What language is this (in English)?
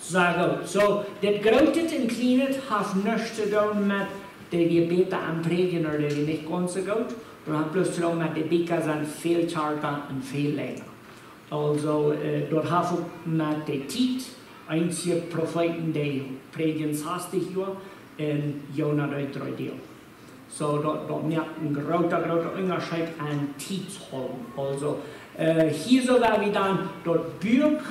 Plautdietsch